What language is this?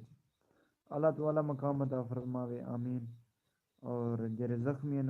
Saraiki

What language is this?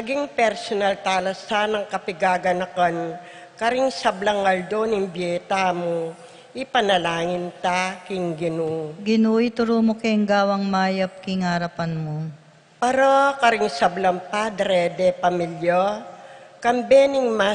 Pampanga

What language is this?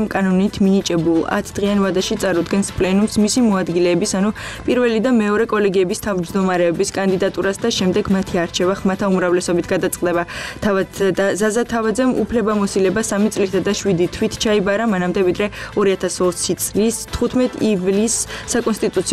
Georgian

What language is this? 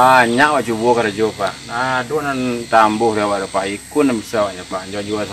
Minangkabau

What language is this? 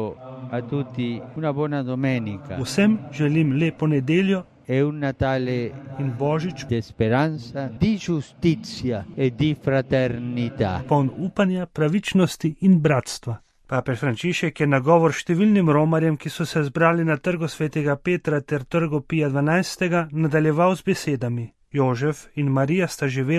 Slovenian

